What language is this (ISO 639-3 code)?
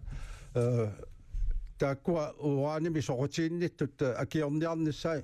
kal